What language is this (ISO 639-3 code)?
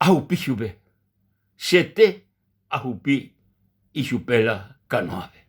grn